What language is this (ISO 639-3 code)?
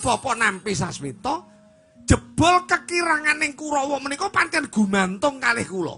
jav